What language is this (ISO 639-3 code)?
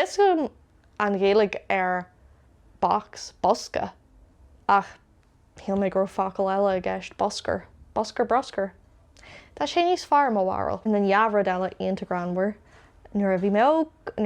gle